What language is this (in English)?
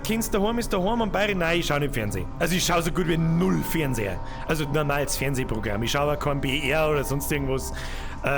Bavarian